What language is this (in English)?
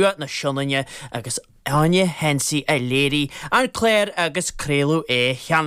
Irish